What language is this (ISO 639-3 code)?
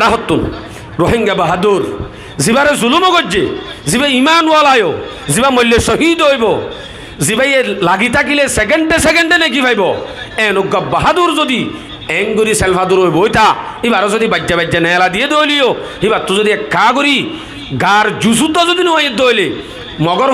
rhg